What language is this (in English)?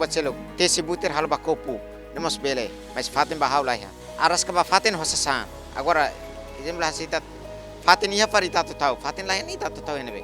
Tetum